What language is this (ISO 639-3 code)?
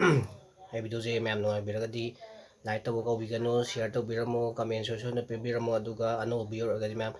mni